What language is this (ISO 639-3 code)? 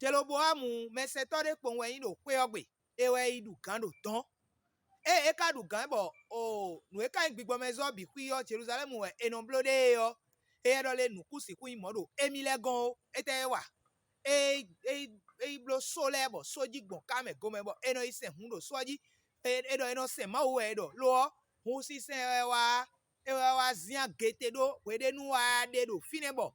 fon